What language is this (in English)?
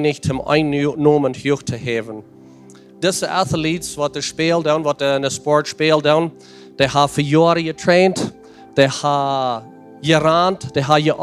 Plautdietsch